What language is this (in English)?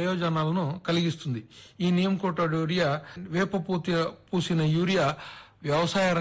Telugu